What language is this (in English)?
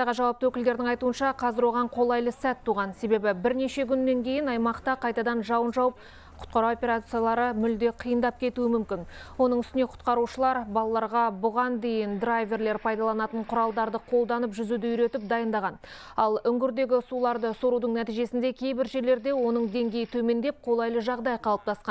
Kazakh